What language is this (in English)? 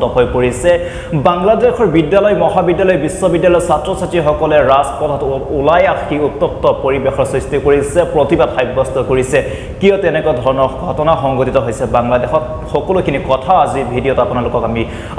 Assamese